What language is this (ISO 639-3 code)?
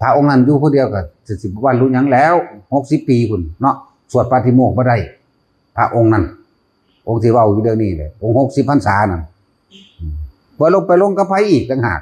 tts